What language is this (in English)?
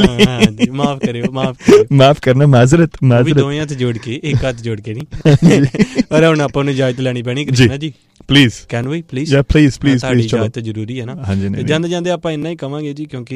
Punjabi